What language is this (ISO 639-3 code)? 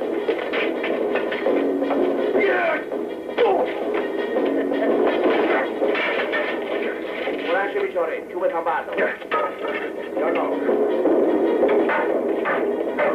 fas